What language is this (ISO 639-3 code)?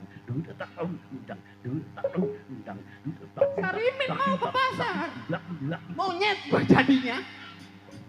bew